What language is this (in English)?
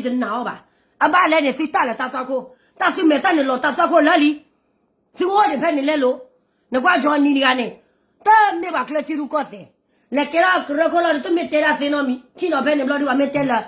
S'gaw Karen